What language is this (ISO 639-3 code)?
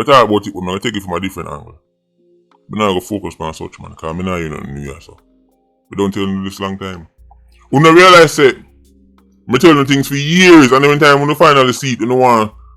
jam